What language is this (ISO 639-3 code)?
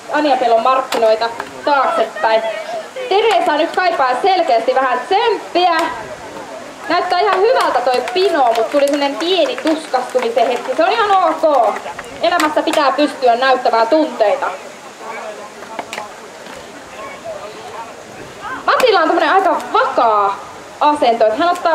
fin